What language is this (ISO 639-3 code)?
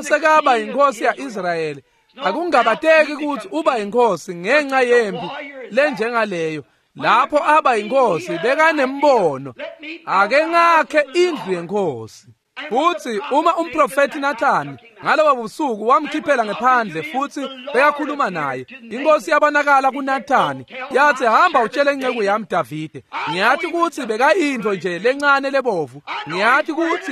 ssw